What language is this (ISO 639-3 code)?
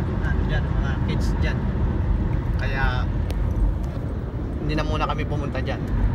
fil